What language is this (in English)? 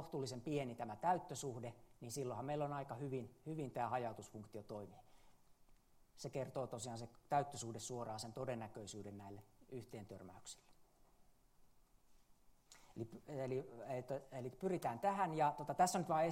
Finnish